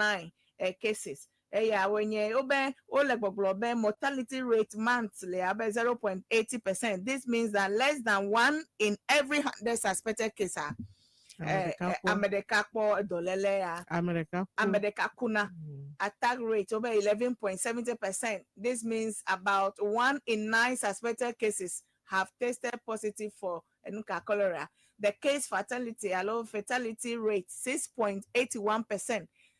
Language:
Ewe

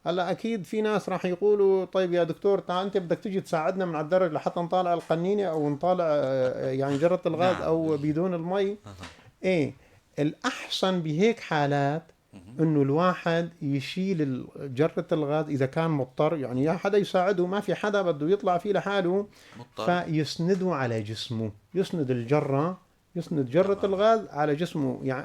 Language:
North Levantine Arabic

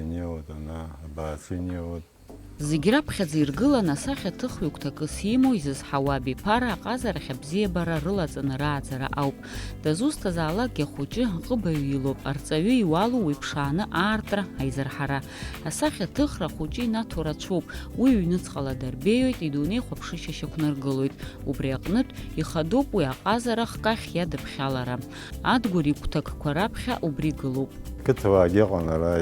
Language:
Abkhazian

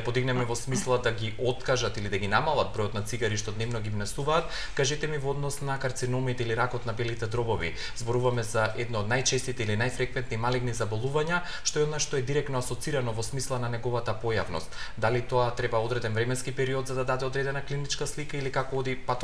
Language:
Macedonian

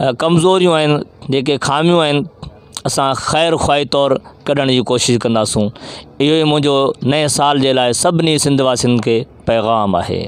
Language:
Sindhi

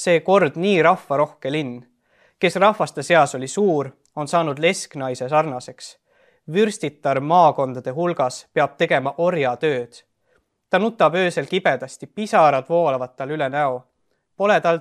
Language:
Estonian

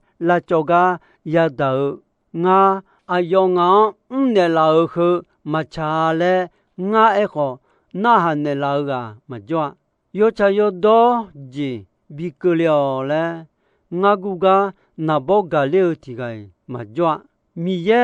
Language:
Akha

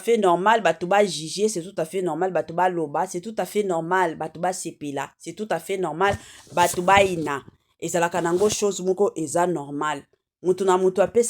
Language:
Lingala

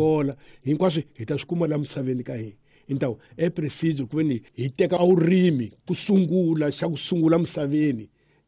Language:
Tsonga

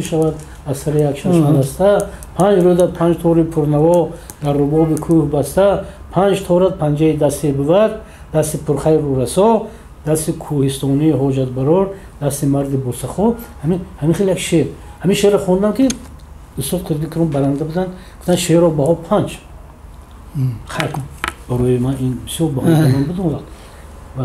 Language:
Tajik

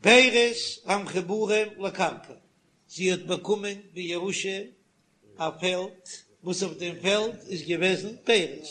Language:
Yiddish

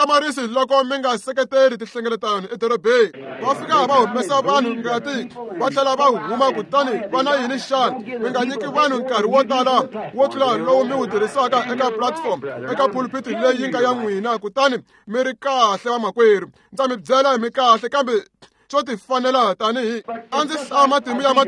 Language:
Tsonga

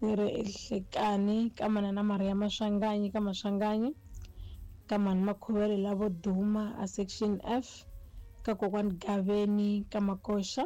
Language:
Tsonga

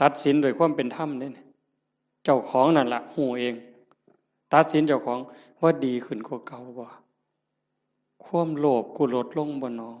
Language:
Northeastern Thai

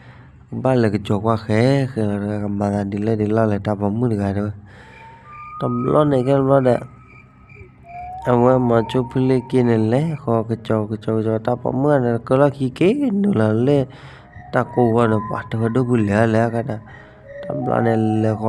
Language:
S'gaw Karen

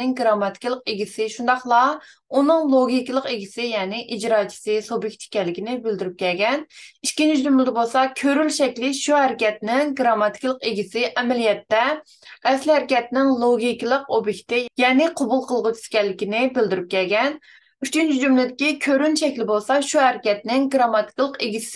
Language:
Uyghur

